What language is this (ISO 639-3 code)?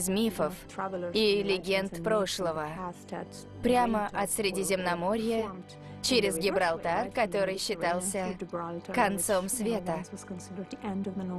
rus